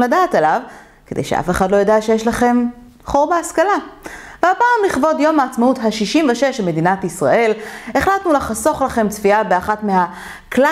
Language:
Hebrew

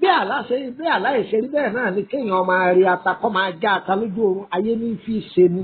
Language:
Yoruba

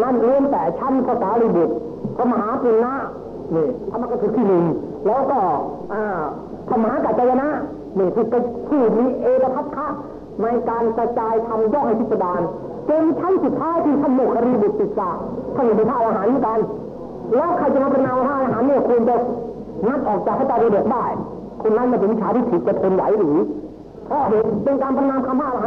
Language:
Thai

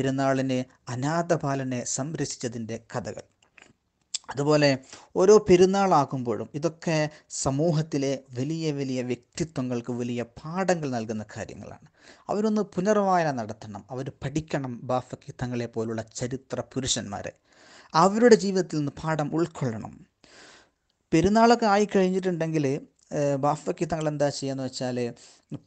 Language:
Malayalam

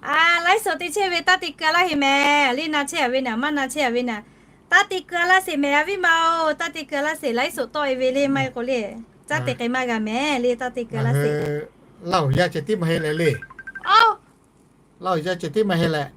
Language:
Lahu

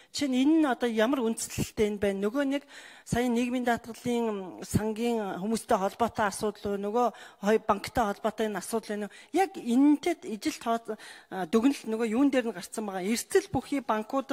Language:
Mongolian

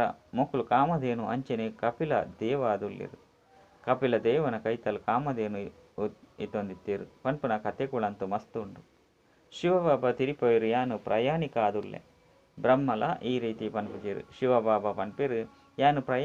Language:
Tulu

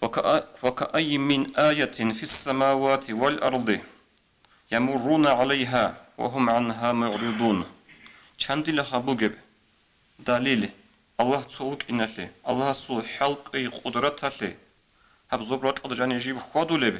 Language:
Avaric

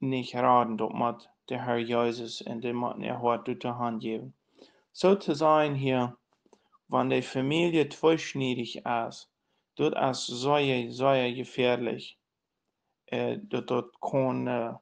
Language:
Plautdietsch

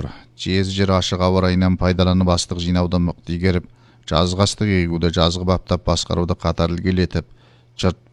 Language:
Kazakh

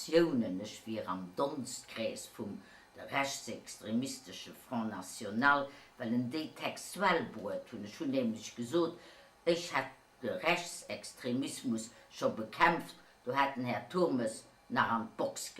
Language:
Luxembourgish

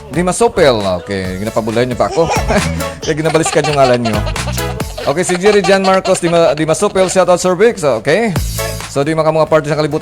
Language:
Hiligaynon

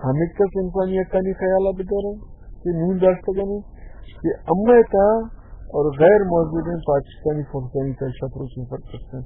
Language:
Baluchi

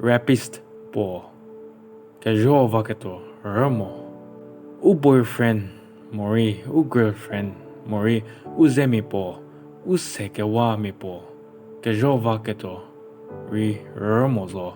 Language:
Angami Naga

